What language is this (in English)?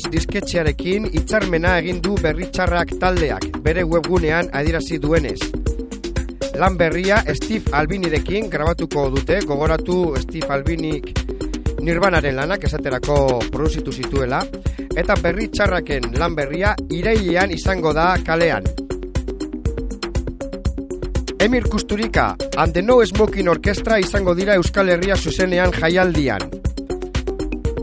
Basque